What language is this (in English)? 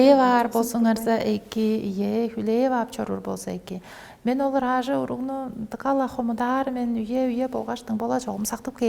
Tuvinian